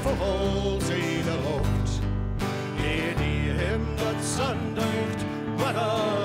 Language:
Western Frisian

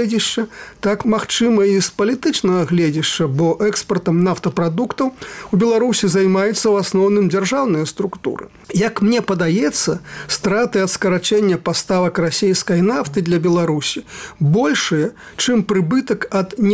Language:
Belarusian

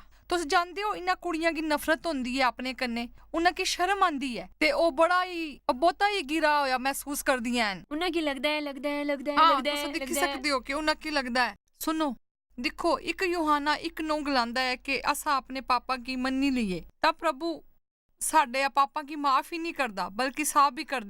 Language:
Dogri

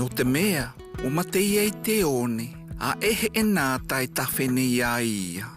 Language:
South Marquesan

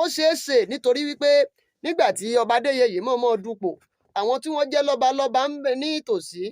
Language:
Yoruba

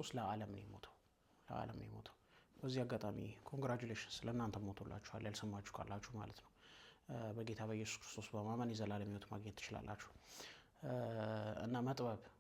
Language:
Amharic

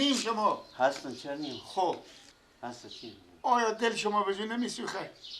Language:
Persian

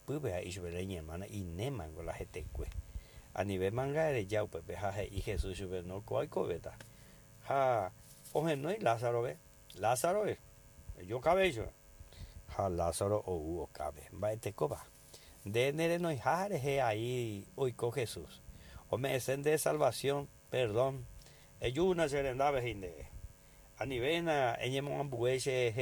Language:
Guarani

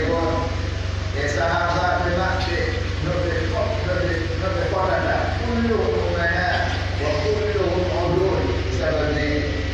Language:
Pular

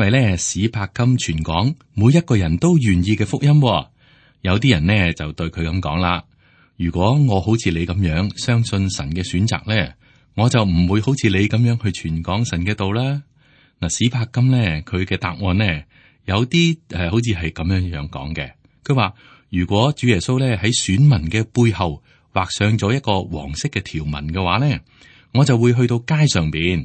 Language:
Cantonese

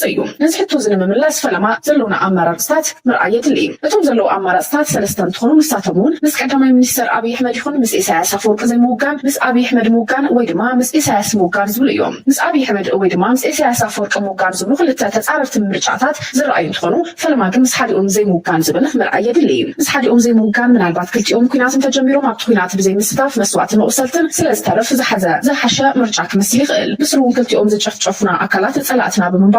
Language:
Tigrinya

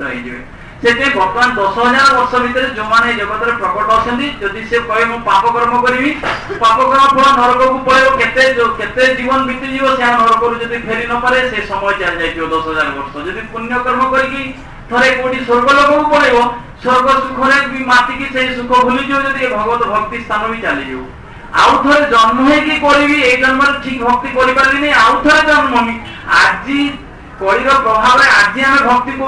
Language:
Odia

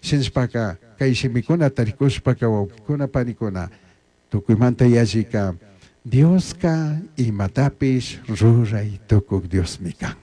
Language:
Chimborazo Highland Quichua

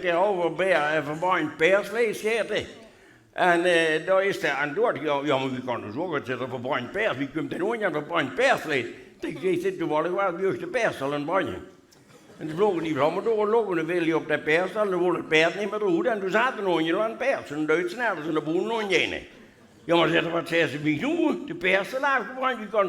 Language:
Limburgish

